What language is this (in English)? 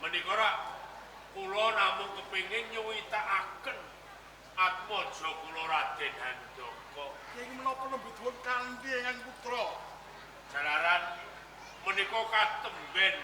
Javanese